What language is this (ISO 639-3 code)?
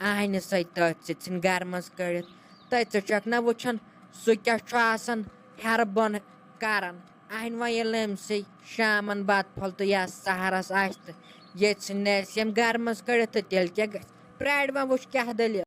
kas